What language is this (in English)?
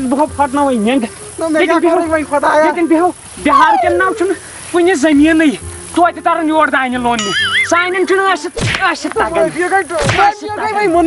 Kashmiri